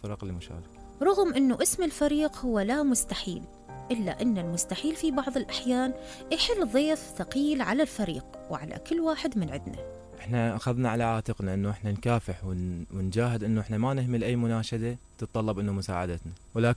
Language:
Mesopotamian Arabic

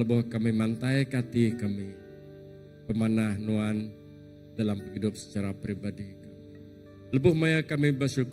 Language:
Iban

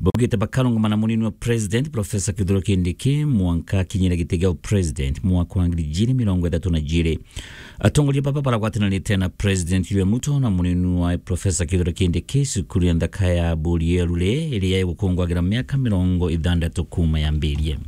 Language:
Meru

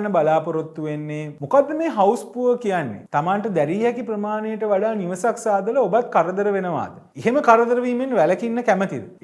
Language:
Sinhala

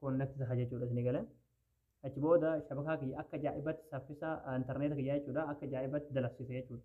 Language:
Oromo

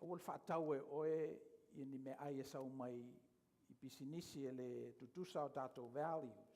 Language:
Samoan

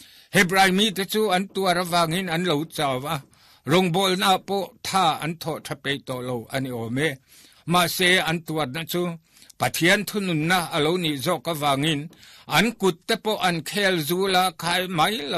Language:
Mizo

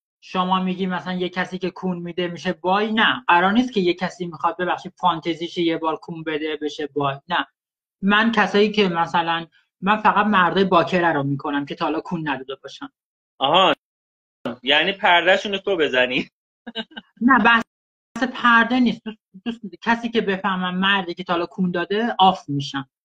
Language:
Persian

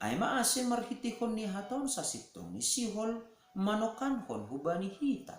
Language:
Batak Simalungun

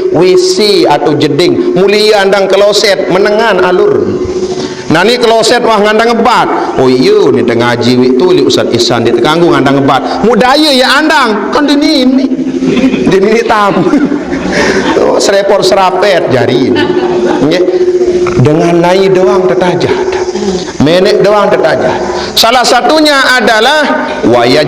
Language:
Sasak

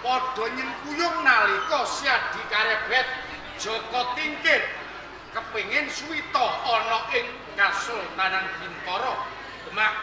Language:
Javanese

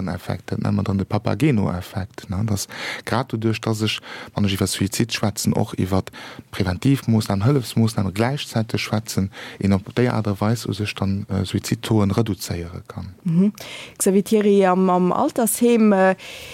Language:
Luxembourgish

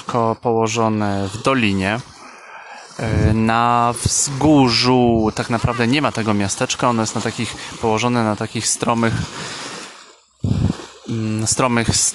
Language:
Polish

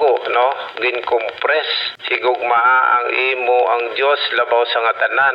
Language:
Hiligaynon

